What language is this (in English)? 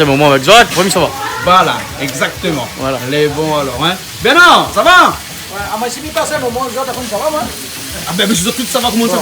Réunion Creole French